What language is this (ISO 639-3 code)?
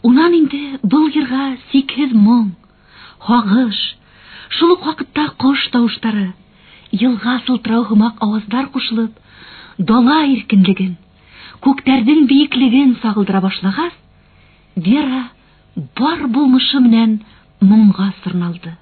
bak